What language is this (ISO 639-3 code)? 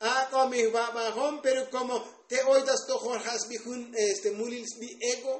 tzo